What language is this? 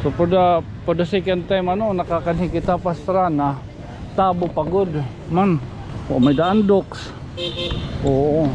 Waray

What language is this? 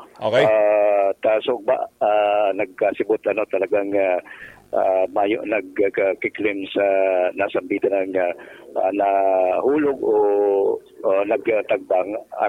Bikol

